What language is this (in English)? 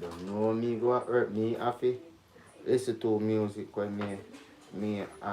Jamaican Creole English